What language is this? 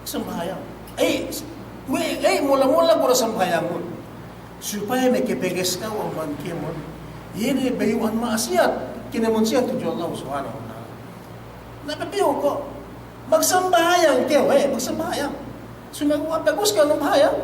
Yakan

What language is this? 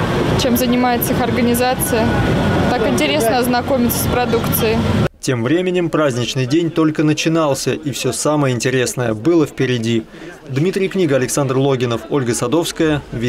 Russian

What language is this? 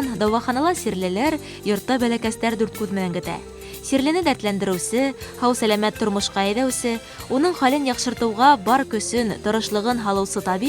Bashkir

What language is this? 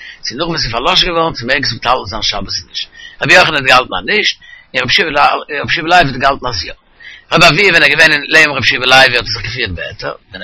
Yiddish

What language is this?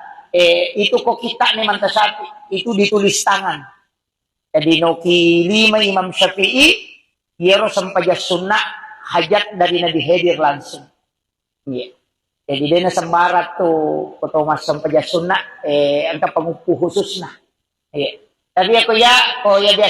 Buginese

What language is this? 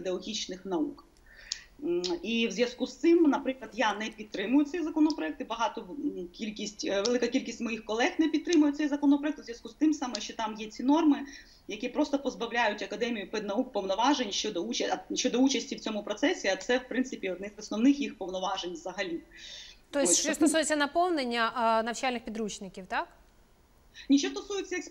Ukrainian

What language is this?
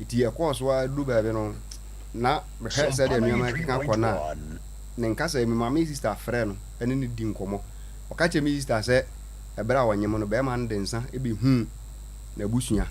Akan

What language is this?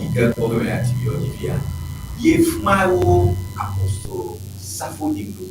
Ewe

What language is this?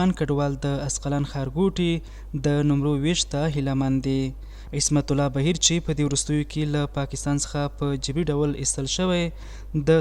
Pashto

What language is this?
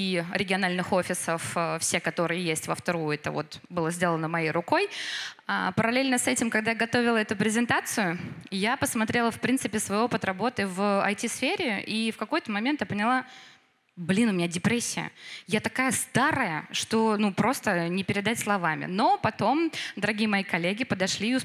Russian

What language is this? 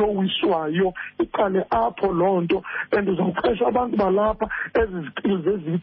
Xhosa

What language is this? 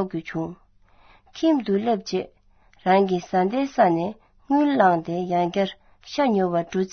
Tibetan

